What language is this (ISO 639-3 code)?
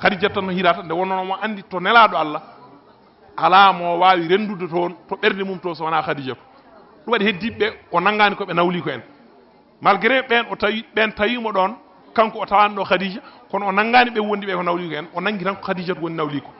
ful